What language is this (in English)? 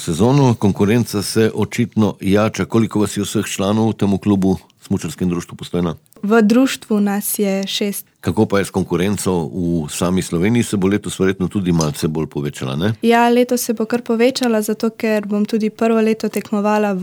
Slovenian